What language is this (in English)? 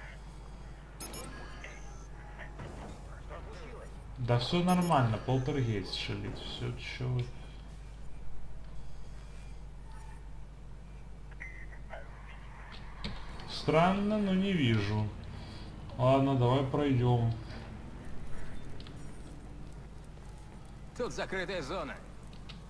Russian